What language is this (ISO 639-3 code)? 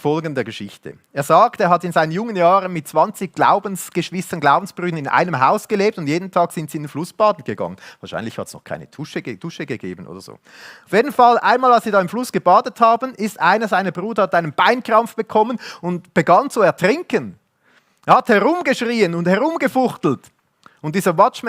gsw